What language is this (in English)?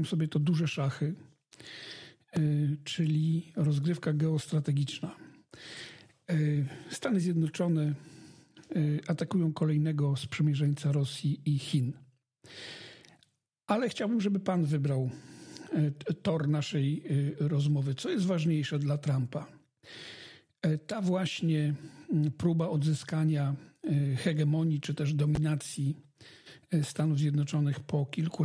Polish